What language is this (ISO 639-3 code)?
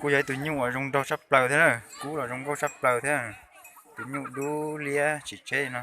hmn